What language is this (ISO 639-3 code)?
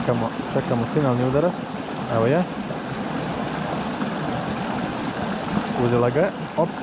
hrv